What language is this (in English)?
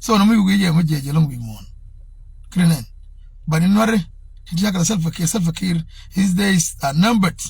Nuer